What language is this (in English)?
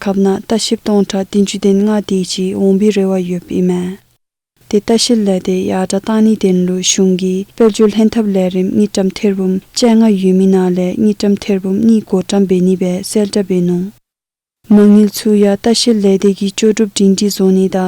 Dzongkha